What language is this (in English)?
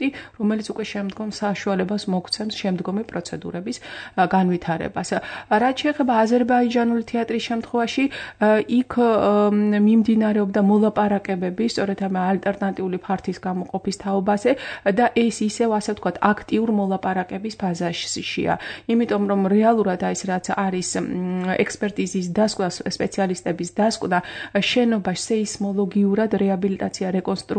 Georgian